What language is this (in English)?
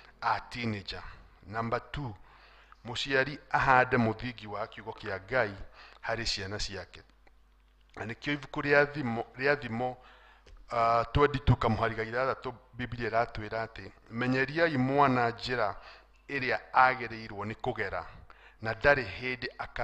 Kikuyu